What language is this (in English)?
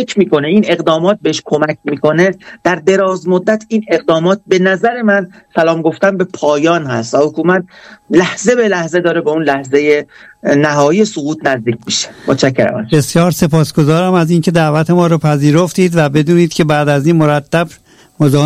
Persian